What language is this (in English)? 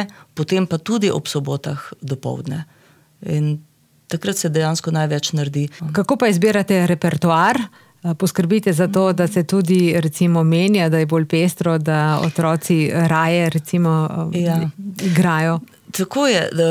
Slovenian